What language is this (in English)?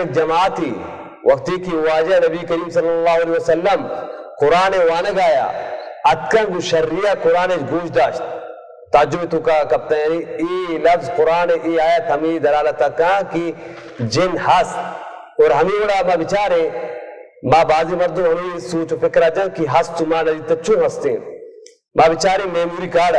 Baluchi